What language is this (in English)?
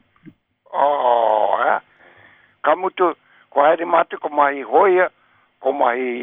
Māori